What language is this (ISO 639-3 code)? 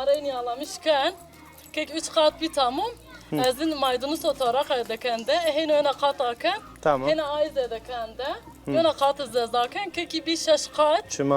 zza